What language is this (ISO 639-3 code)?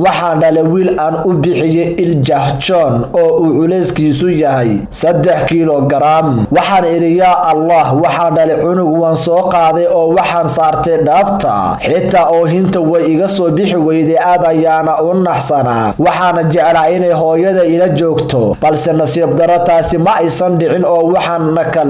som